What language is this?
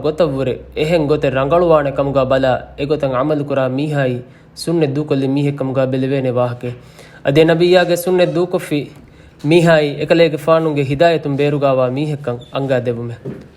Divehi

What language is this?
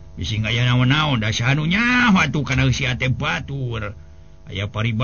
Sundanese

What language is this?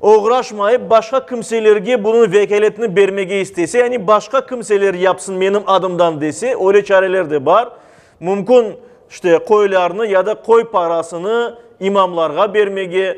Crimean Tatar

